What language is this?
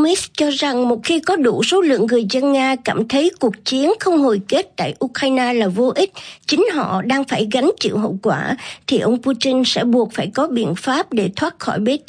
Vietnamese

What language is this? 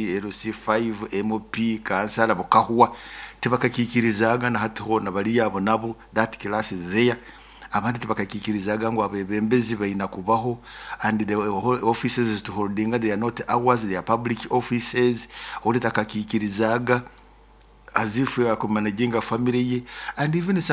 Nyoro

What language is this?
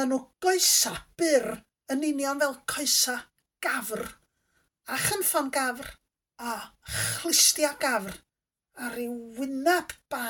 Welsh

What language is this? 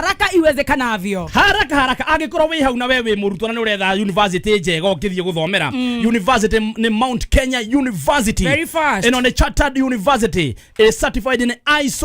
Kikuyu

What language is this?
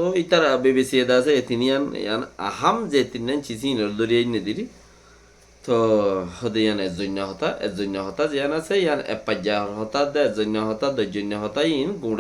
Rohingya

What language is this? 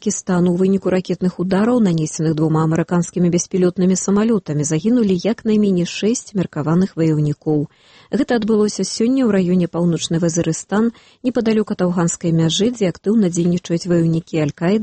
Belarusian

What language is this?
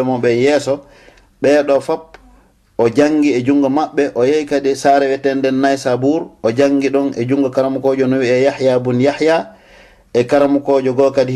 Fula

